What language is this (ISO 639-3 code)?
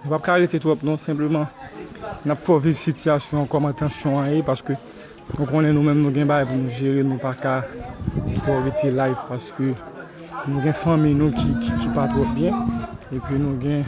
hat